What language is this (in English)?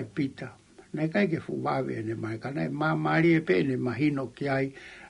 Tongan